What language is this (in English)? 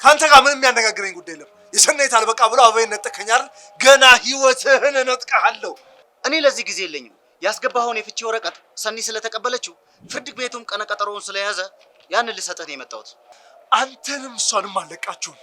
Amharic